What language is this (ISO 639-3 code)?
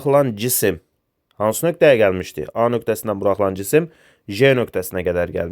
aze